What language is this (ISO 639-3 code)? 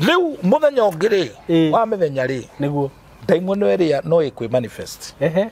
kik